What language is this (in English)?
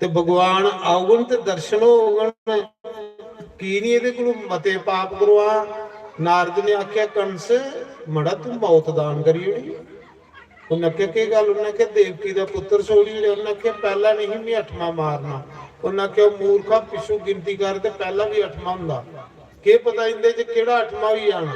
Dogri